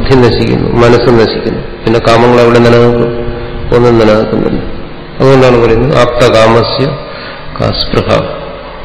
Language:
Malayalam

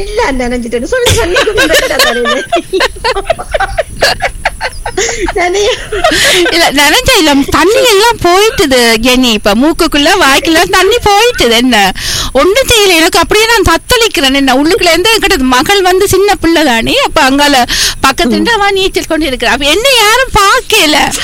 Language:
Tamil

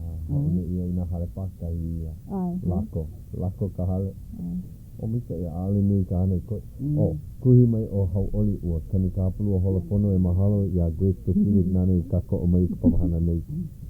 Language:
Hawaiian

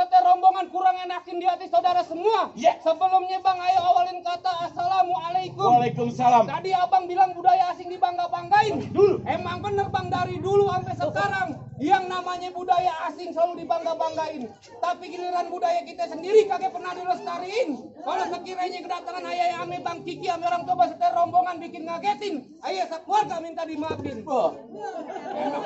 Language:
Betawi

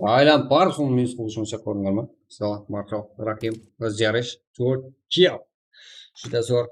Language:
Kara-Kalpak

